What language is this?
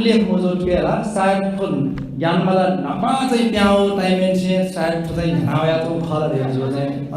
Newari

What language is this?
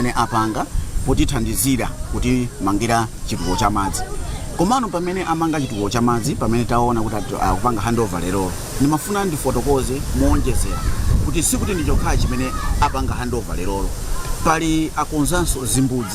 Nyanja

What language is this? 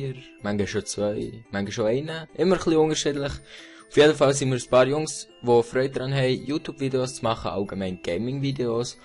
Swiss German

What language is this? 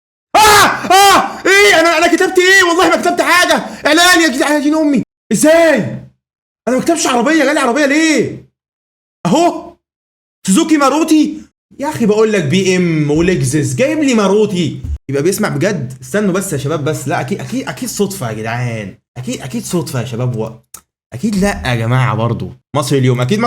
Egyptian Arabic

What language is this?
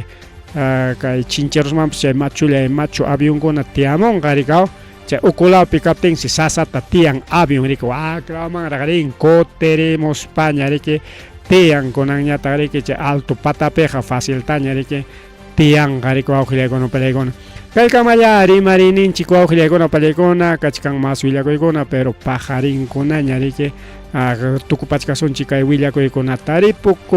Ayacucho Quechua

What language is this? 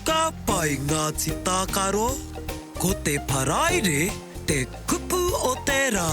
Māori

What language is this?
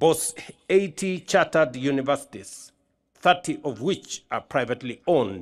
Gusii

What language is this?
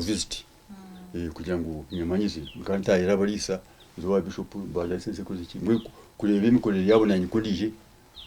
Nyankole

